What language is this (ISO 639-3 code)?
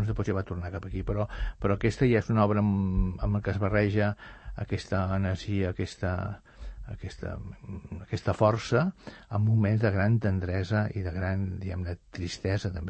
cat